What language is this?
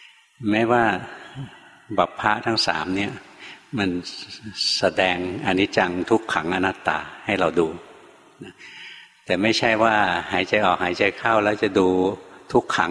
Thai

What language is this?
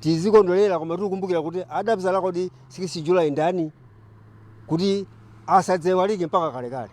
Nyanja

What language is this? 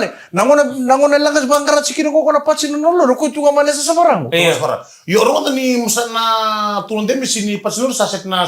Fijian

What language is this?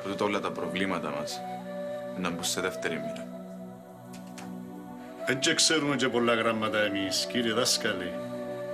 Greek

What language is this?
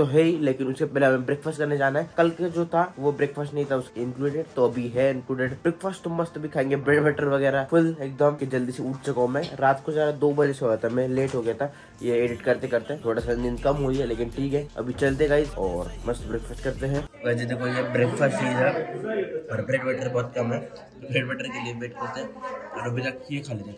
Hindi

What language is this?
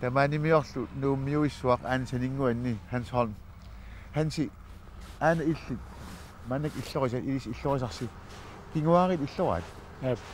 Kalaallisut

